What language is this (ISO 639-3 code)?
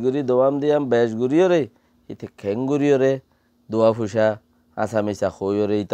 rhg